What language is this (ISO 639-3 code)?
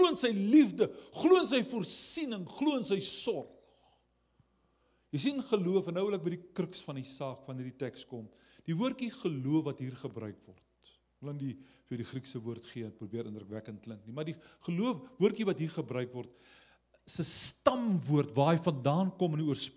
afr